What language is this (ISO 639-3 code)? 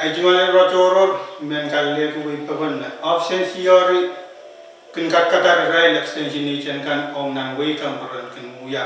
pon